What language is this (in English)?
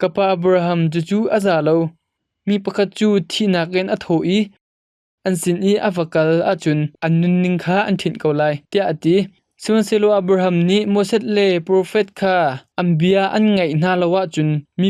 Hakha Chin